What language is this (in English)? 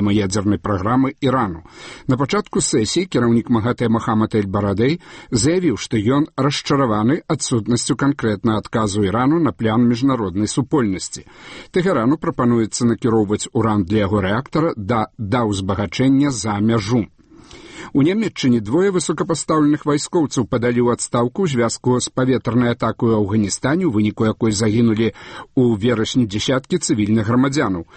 Belarusian